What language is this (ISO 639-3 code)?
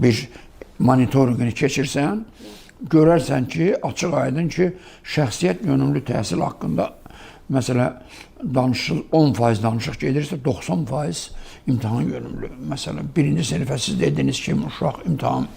aze